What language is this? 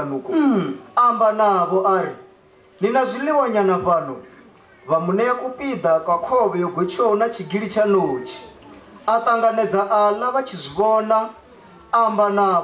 Venda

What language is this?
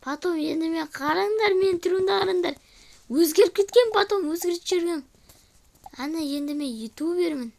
Kazakh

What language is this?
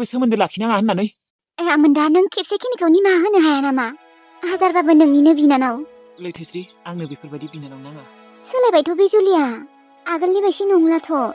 Bodo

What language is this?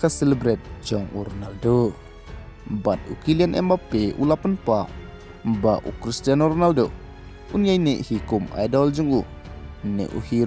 Khasi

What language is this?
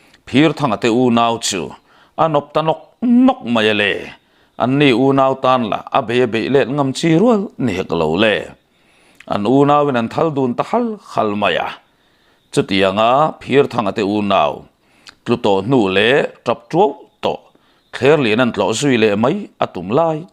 Mizo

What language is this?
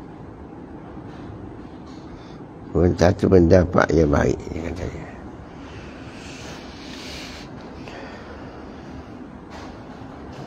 Malay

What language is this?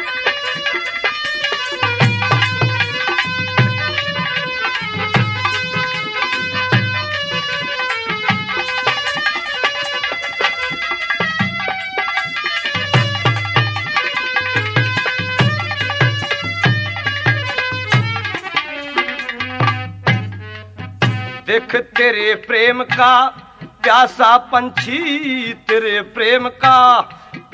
Haryanvi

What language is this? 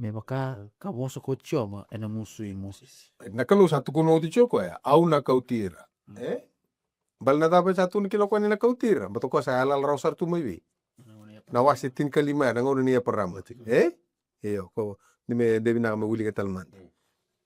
Fijian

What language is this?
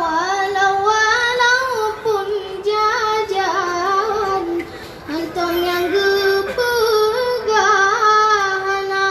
Achinese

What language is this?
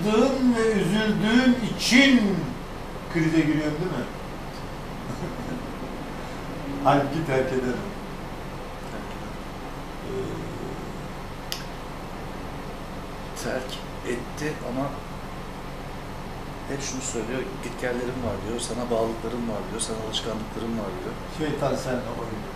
Turkish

